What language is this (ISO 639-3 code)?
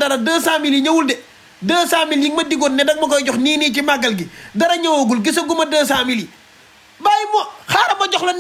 wol